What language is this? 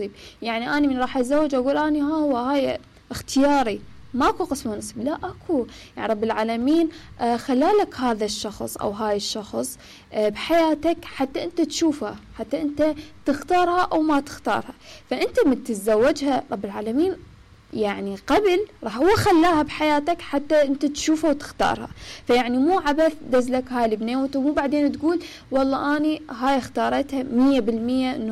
Mesopotamian Arabic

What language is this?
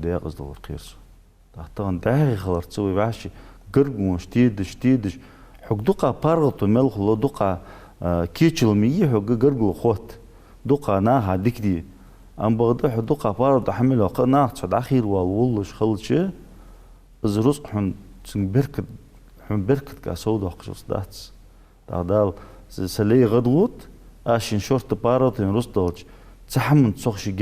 Ingush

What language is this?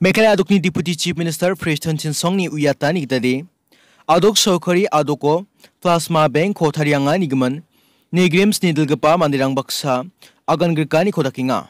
Garo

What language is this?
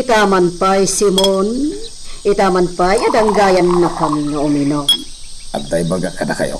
Iloko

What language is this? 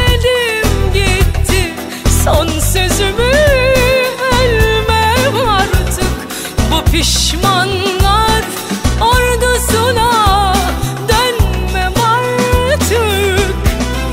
Turkish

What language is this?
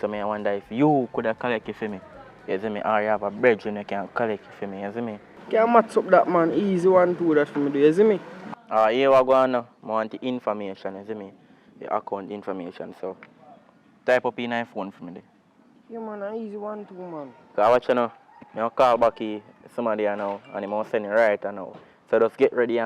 Jamaican Creole English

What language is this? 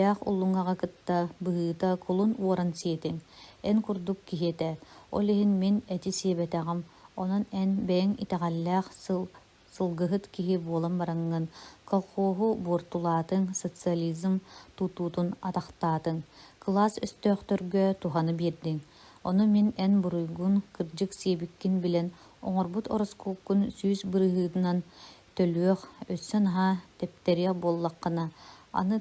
Yakut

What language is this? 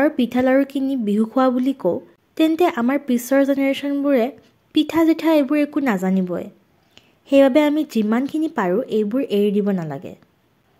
Assamese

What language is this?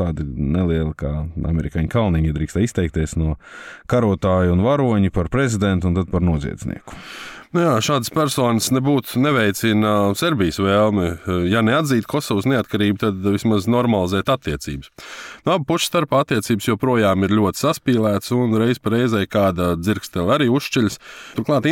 Latvian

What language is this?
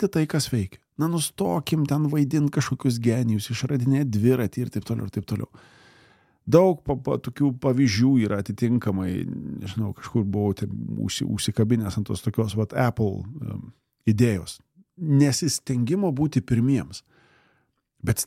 Lithuanian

